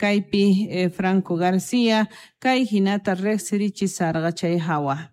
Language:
South Bolivian Quechua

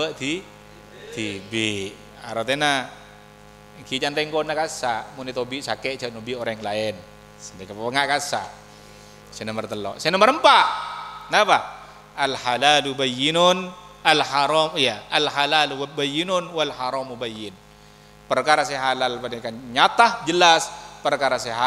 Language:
Madurese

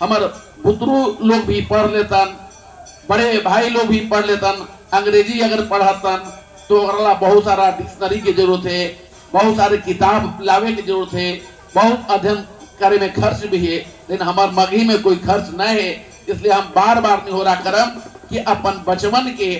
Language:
Magahi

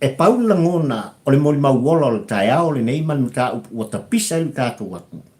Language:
Samoan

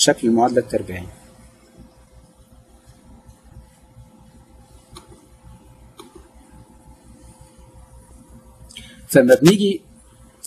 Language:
Egyptian Arabic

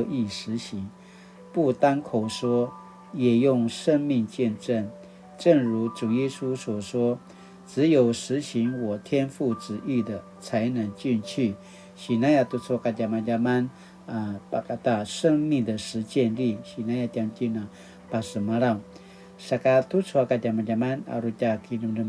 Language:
Paiwan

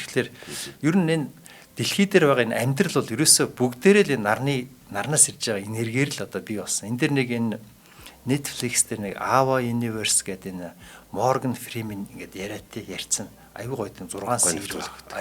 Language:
Mongolian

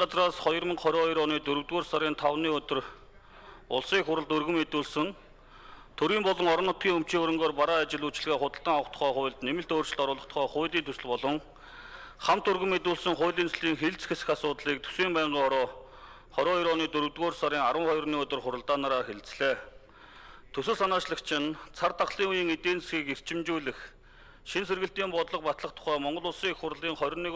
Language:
Mongolian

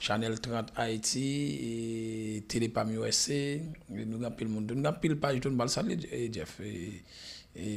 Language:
Haitian Creole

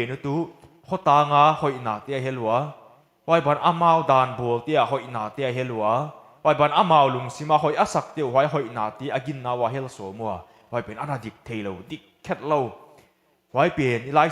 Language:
Paite Chin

